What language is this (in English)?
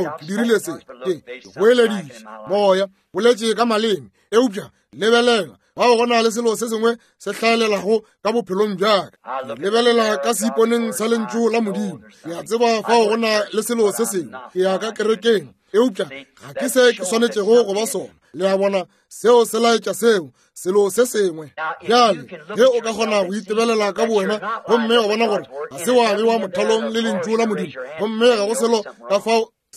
Northern Sotho